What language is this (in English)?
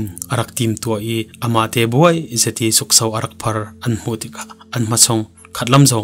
Falam Chin